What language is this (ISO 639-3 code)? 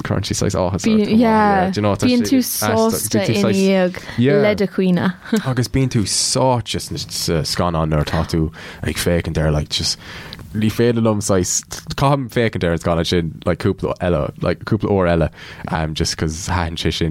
gle